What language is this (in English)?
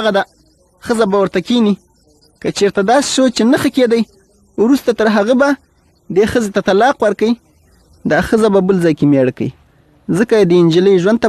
Pashto